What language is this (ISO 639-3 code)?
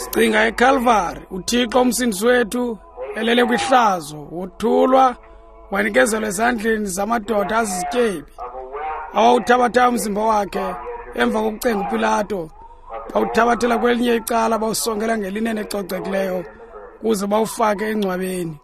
xho